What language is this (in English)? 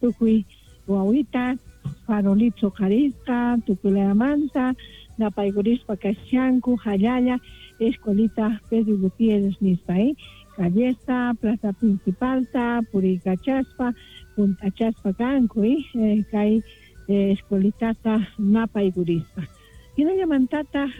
Quechua